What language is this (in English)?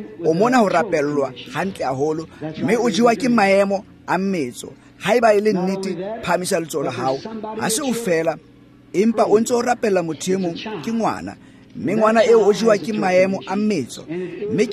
Tswana